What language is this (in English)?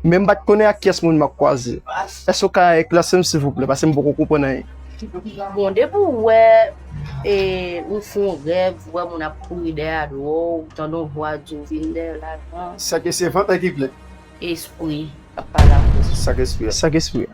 Haitian Creole